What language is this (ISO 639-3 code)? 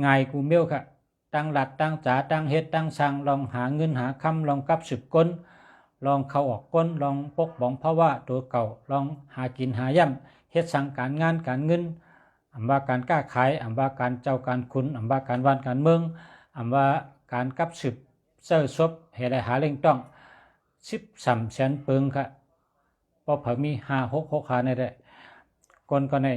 shn